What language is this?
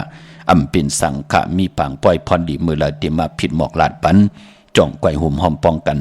Shan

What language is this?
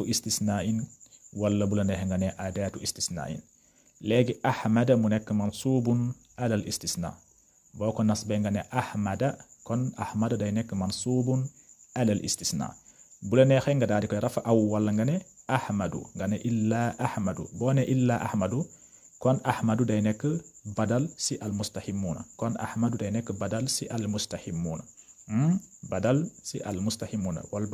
Wolof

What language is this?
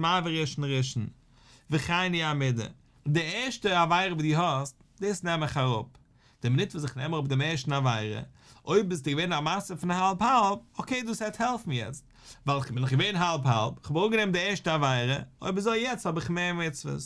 Yiddish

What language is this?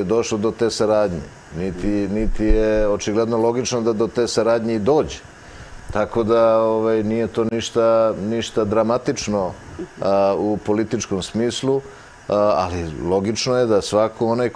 Serbian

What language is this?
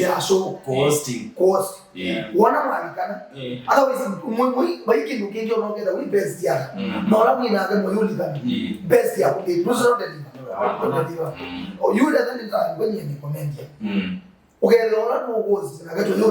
Kamba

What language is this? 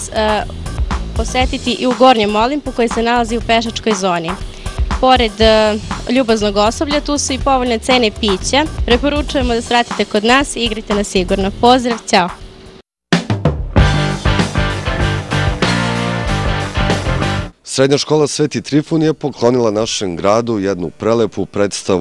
Serbian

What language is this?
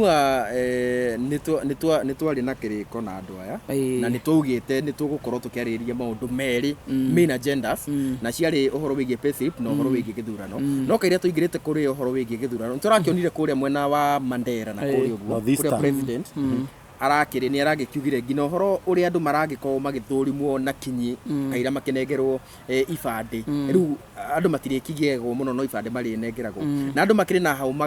Kikuyu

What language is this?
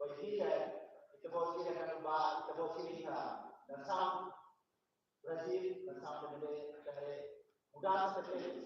Tetum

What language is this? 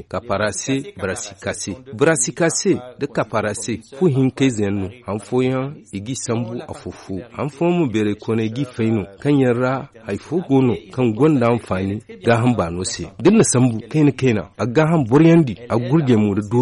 Zarma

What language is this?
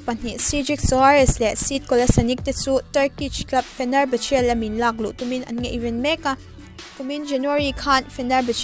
Mizo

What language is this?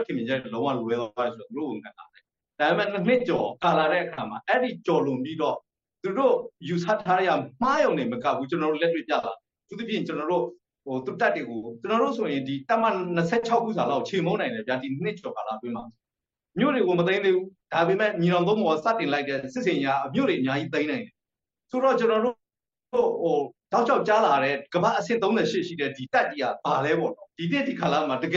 Burmese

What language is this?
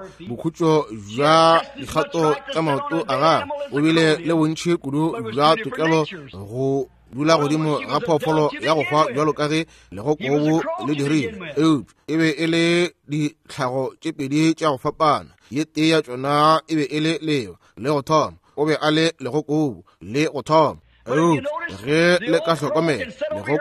Northern Sotho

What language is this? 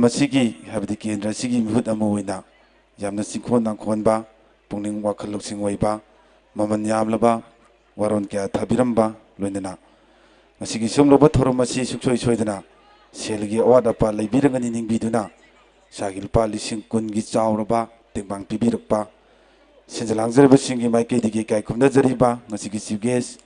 Manipuri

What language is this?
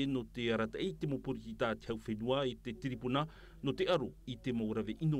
Tahitian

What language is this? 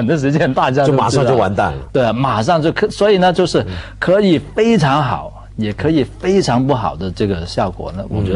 Chinese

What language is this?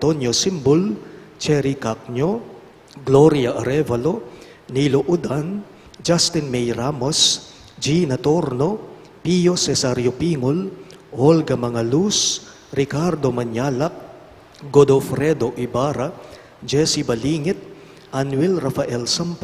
Pampanga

